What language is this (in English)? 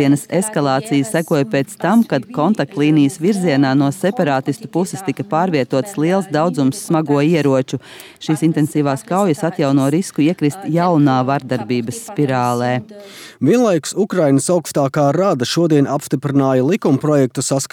Latvian